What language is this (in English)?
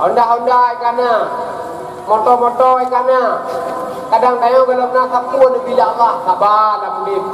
Achinese